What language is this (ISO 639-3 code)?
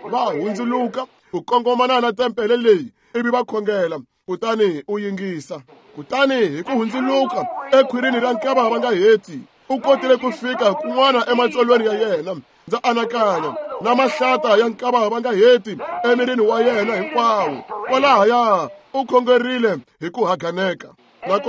tso